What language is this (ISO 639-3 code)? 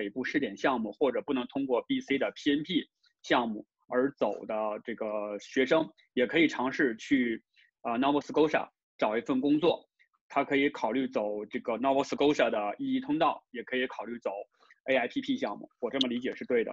zho